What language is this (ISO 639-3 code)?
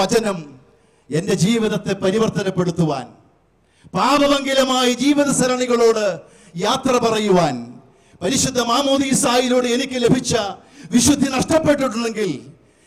mal